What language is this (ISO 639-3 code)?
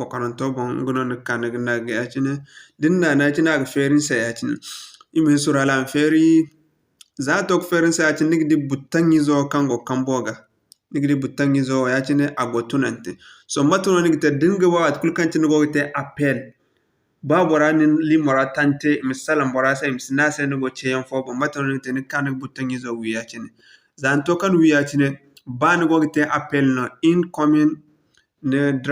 dje